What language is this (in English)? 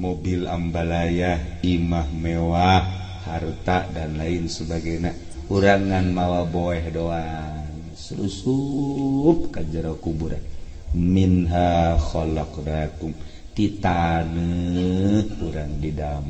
Sundanese